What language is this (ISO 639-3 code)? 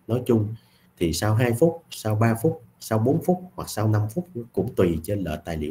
vie